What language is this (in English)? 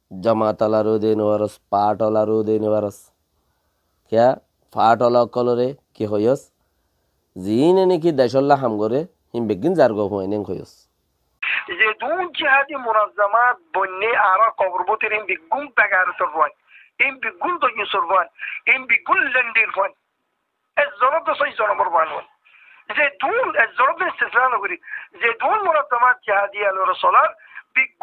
Rohingya